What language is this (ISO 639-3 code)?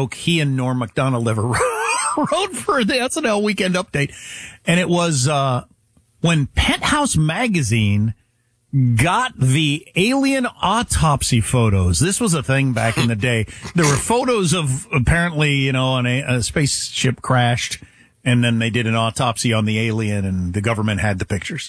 eng